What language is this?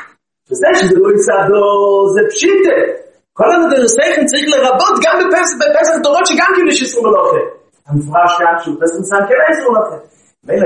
Hebrew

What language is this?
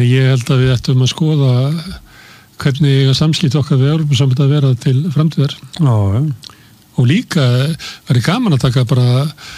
Icelandic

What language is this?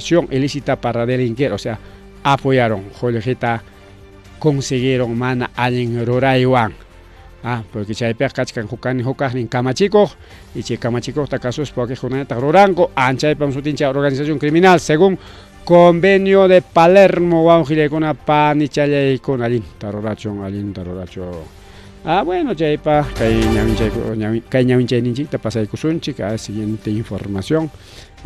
Ayacucho Quechua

